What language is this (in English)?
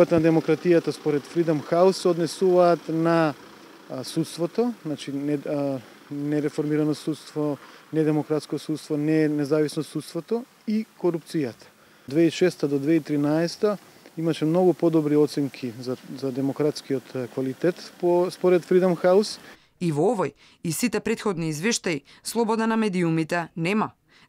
Macedonian